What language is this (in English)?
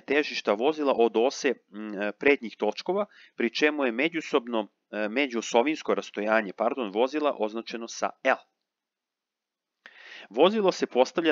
Serbian